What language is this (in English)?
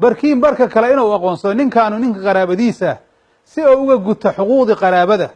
Somali